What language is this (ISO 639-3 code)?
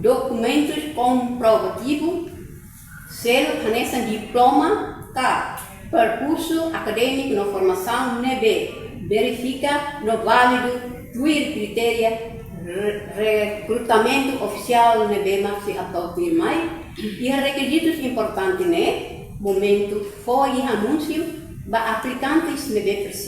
tet